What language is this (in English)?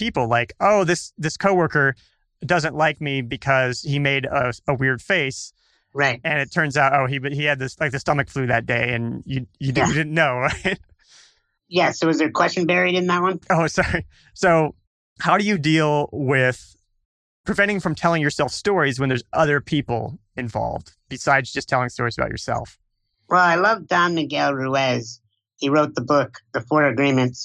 English